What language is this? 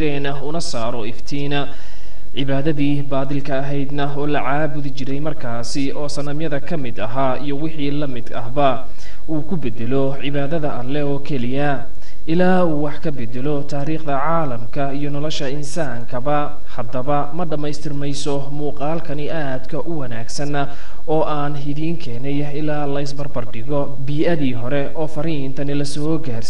Somali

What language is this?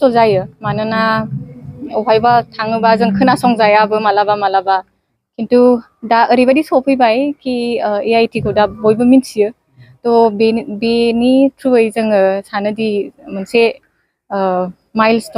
Bodo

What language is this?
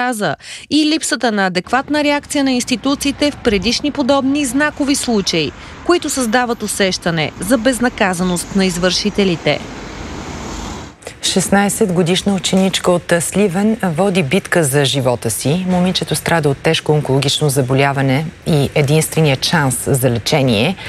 Bulgarian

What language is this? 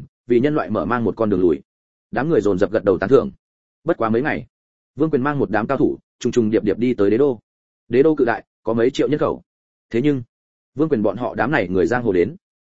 Vietnamese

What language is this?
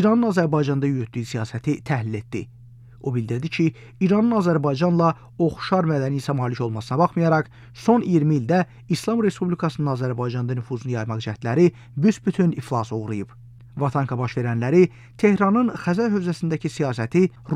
Azerbaijani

